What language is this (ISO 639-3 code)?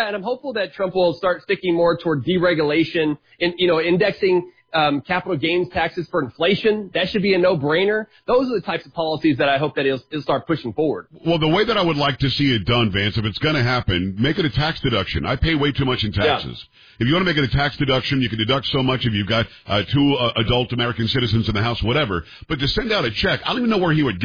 eng